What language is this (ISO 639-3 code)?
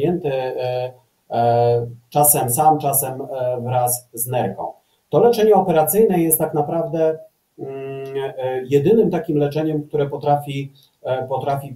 pol